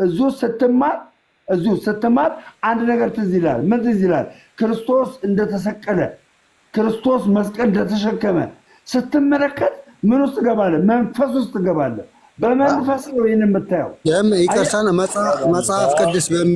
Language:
Amharic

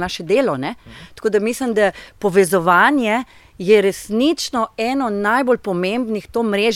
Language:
Slovenian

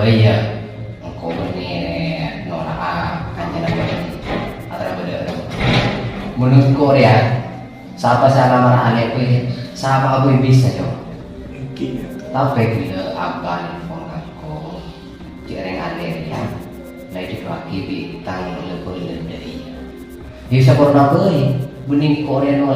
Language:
Madurese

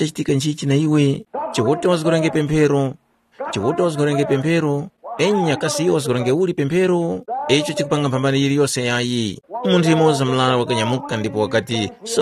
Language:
Tumbuka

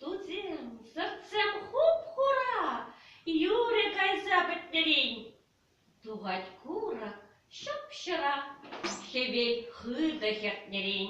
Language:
Chuvash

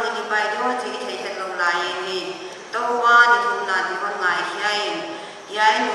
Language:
Paite Chin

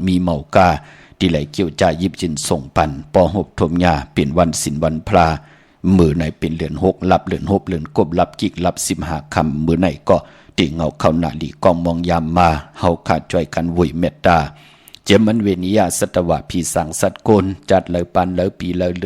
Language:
Shan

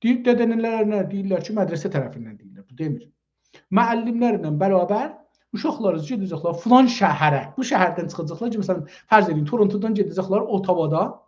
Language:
South Azerbaijani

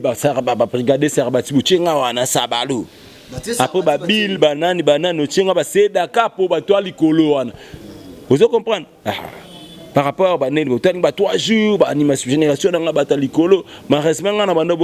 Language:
Lingala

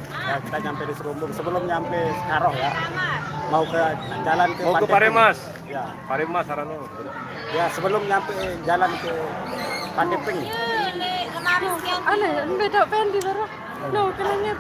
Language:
Sasak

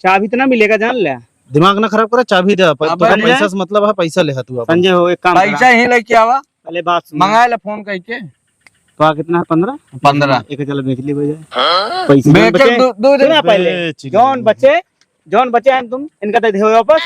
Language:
Awadhi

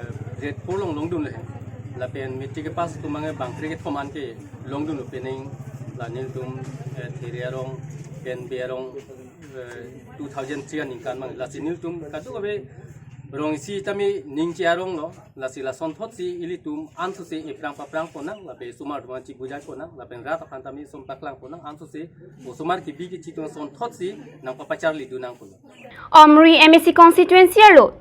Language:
Karbi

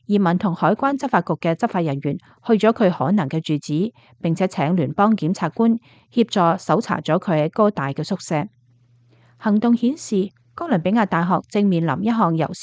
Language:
Cantonese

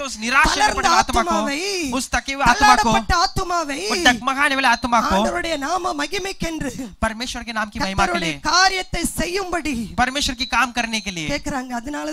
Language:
Tamil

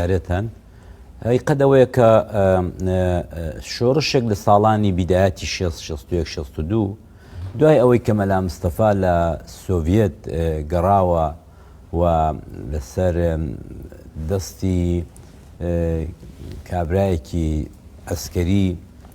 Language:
Central Kurdish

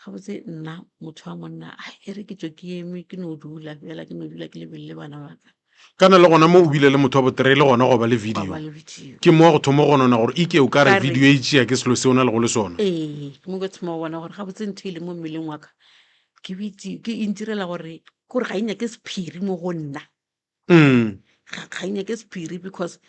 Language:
Northern Sotho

